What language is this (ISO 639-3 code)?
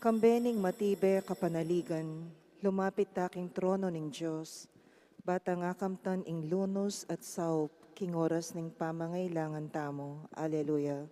pam